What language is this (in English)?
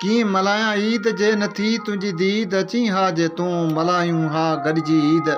Sindhi